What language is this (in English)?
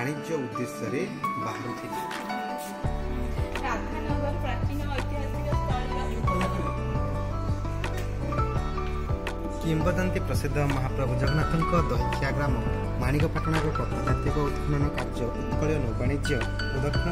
Odia